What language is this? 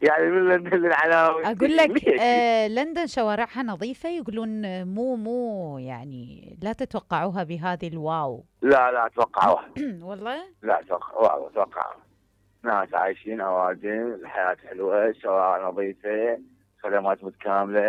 Mesopotamian Arabic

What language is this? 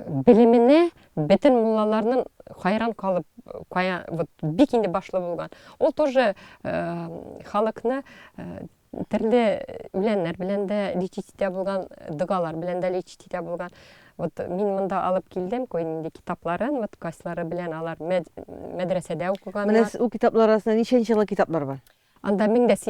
Tatar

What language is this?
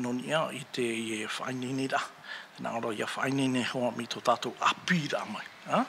Tahitian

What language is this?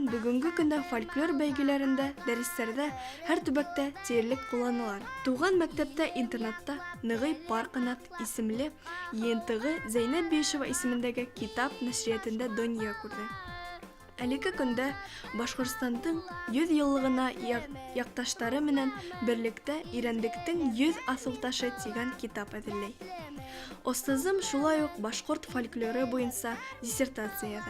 Bashkir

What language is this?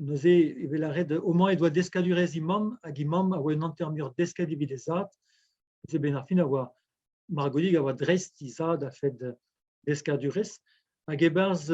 Breton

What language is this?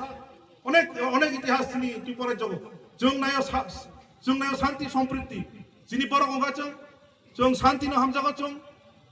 Kok Borok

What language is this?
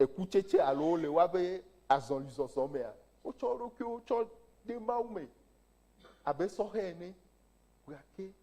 Ewe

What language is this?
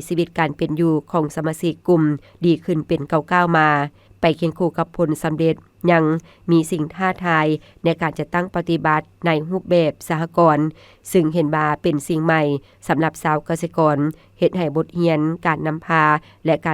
Lao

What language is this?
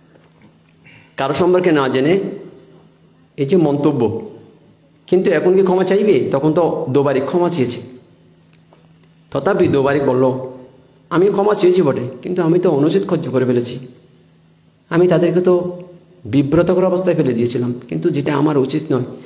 Bangla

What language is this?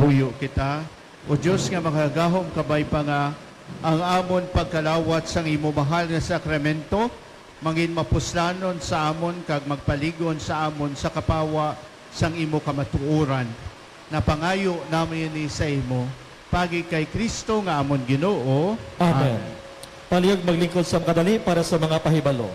Hiligaynon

